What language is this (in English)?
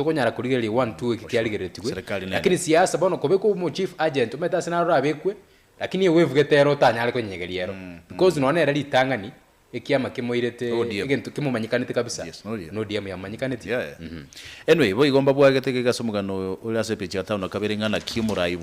Gusii